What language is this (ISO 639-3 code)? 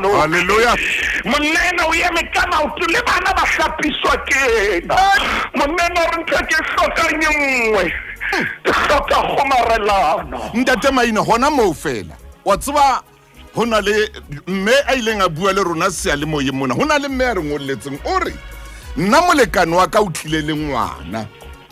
sot